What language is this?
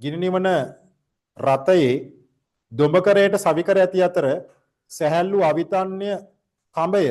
Sinhala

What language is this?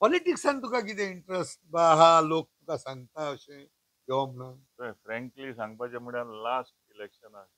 Konkani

